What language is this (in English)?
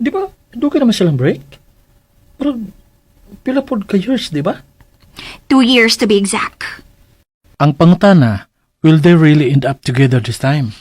Cebuano